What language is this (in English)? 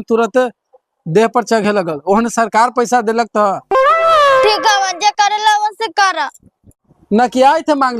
Magahi